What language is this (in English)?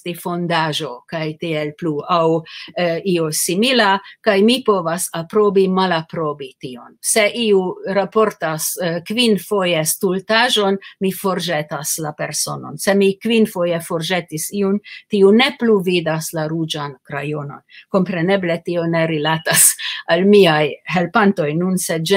Esperanto